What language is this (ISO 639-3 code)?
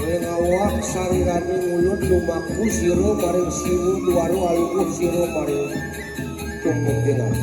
ban